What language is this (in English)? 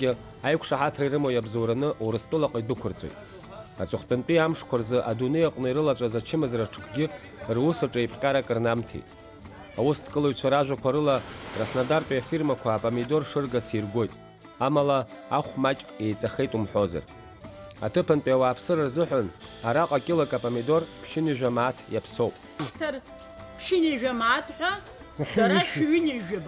Abkhazian